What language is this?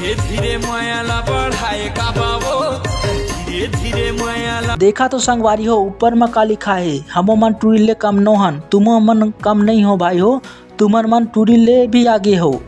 Chhattisgarhi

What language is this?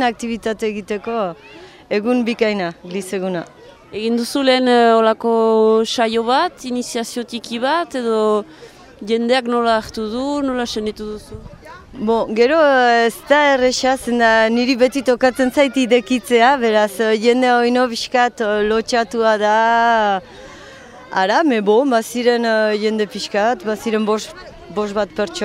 Basque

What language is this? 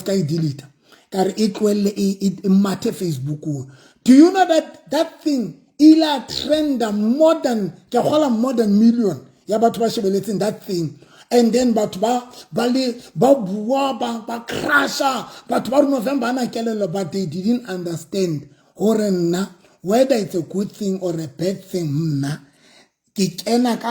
Southern Sotho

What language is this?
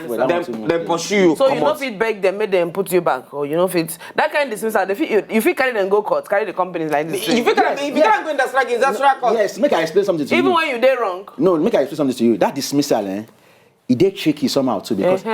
Nigerian Pidgin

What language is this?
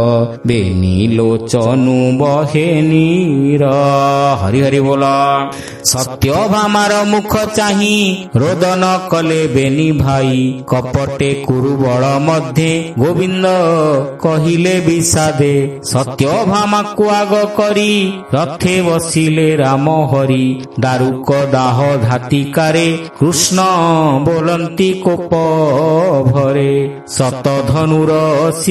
Odia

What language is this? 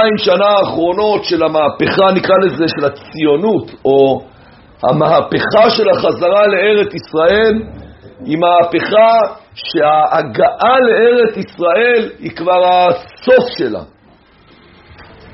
Hebrew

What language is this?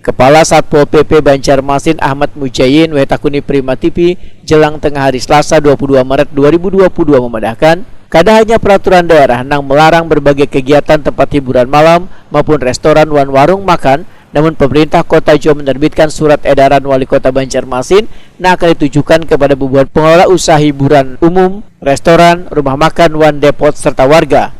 Banjar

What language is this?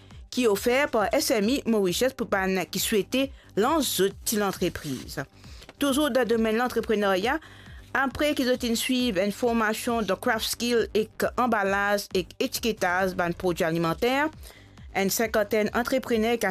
Morisyen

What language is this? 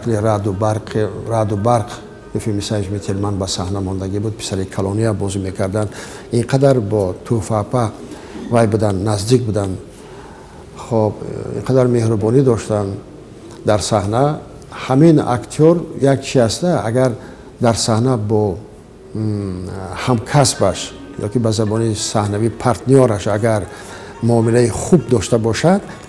Tajik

